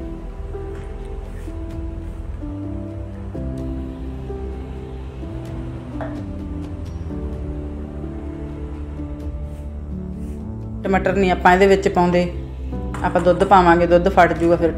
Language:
Punjabi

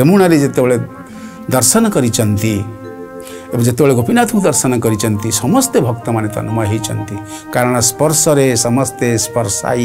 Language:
Odia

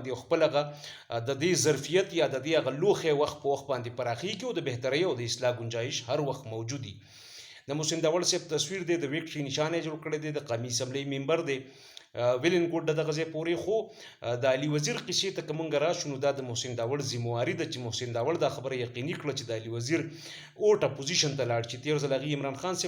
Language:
Pashto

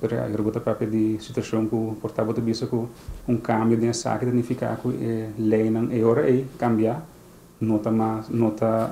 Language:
Papiamento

